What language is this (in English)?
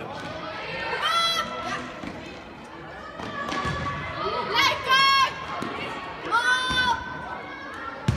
Dutch